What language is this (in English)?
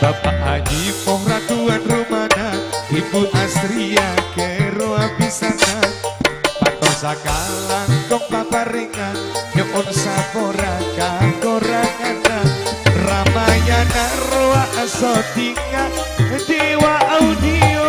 Madurese